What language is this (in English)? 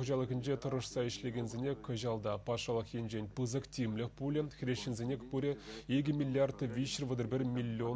Chuvash